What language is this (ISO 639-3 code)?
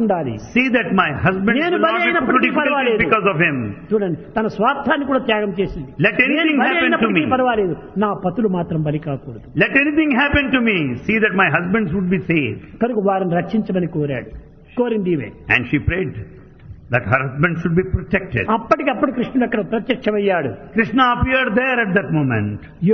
tel